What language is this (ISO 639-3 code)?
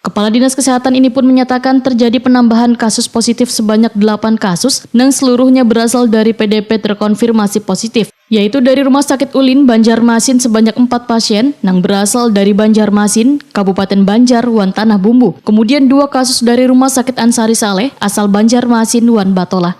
bjn